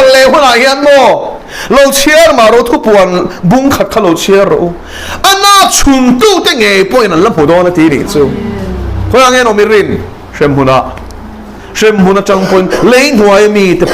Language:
Mizo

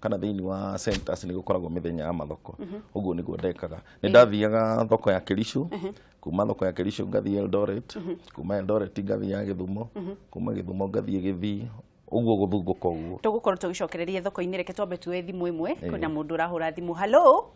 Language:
Kikuyu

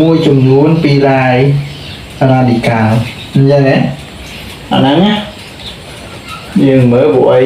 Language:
Khmer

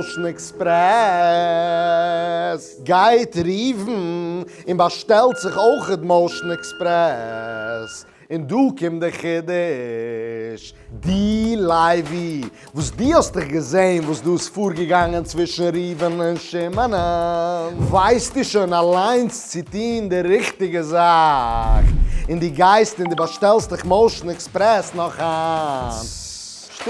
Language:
Yiddish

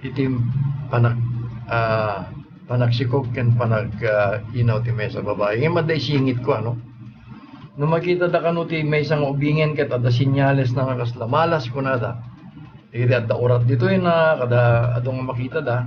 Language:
Iloko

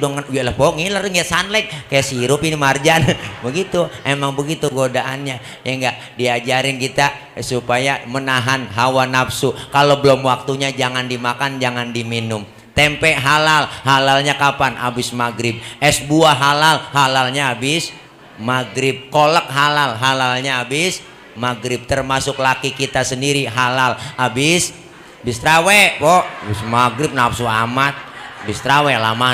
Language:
Betawi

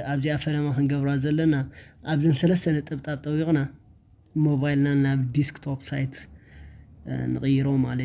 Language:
Tigrinya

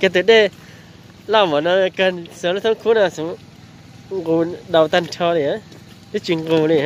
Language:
Hmong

